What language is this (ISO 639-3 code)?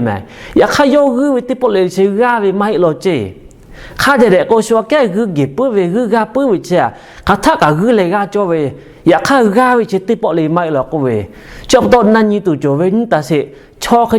lhu